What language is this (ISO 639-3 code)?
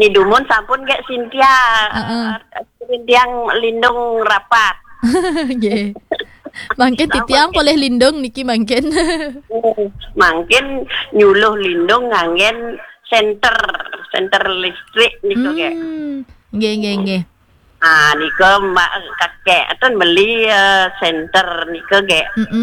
ban